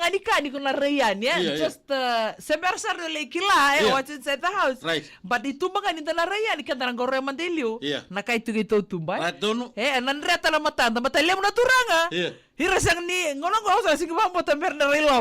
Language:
Fijian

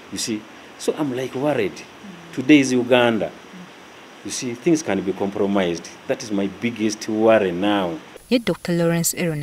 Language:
Ganda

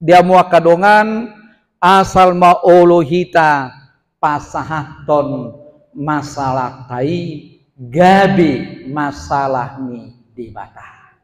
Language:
Batak Toba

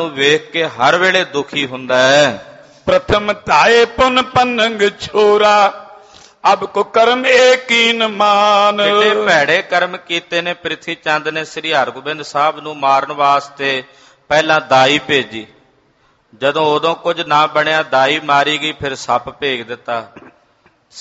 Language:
Punjabi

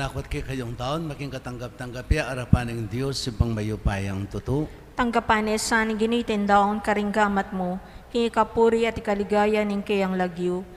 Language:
Pampanga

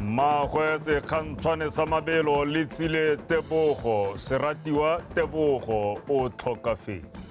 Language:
Tswana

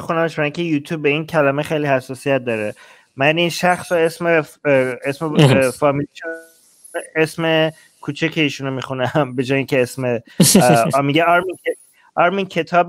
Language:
Persian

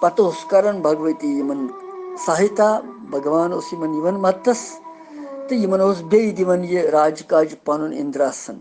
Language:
Kashmiri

